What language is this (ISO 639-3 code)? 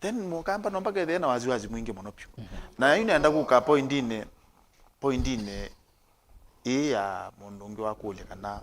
kam